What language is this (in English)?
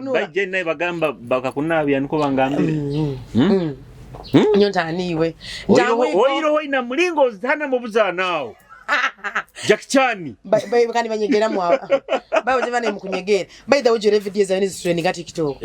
Nyoro